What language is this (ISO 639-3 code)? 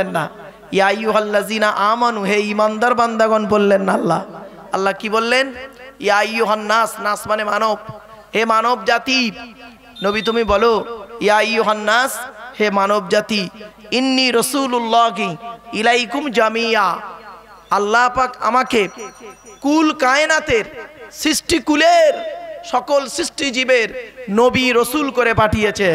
ben